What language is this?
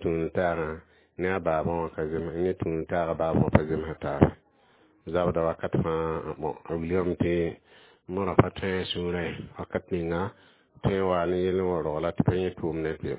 Mossi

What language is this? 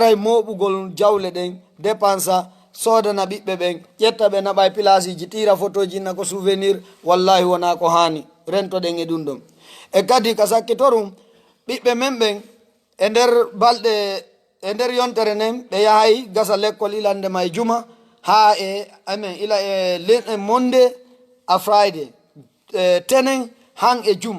Fula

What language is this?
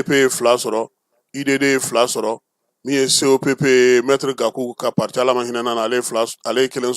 Bambara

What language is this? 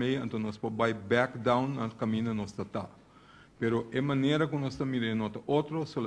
Papiamento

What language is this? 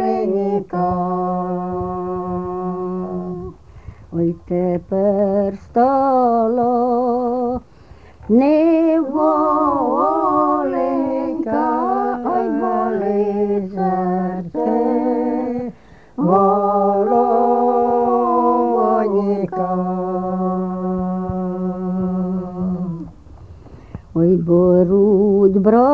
Ukrainian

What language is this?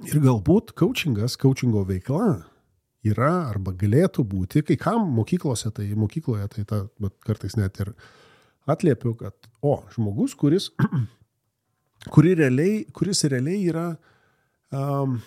Lithuanian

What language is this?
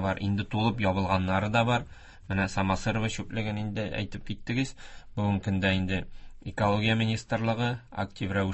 Tatar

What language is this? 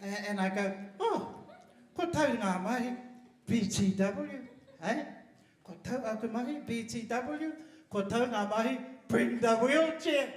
Māori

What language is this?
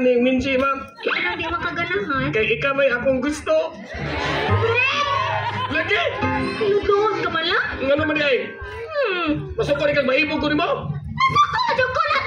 Cebuano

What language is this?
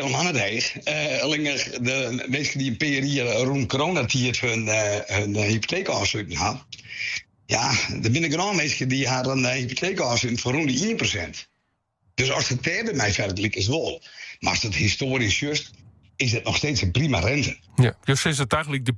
Western Frisian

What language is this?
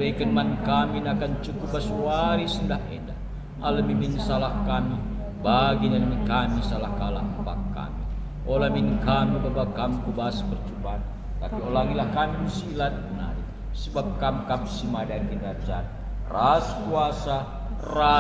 Batak Karo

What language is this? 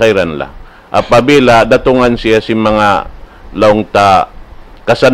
Tausug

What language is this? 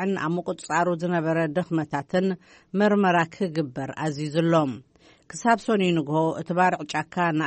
Tigrinya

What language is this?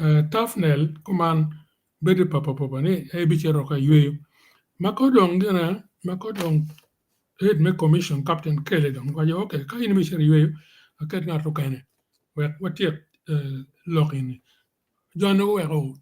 Acoli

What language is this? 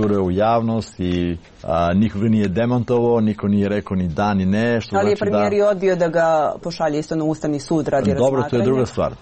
Serbian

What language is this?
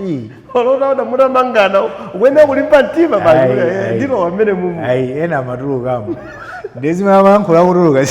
Nyanja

